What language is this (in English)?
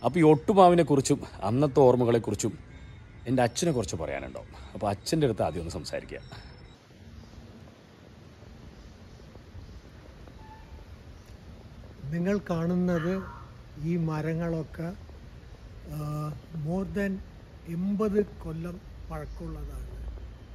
Malayalam